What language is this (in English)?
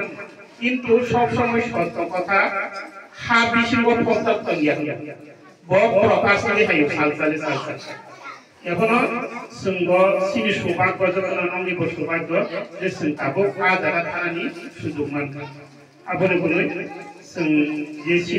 Riang (India)